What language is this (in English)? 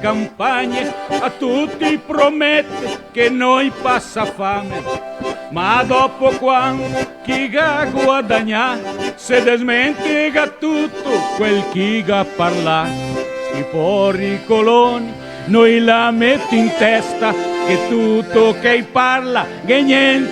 Venetian